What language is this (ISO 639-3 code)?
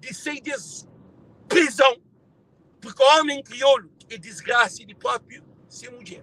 kea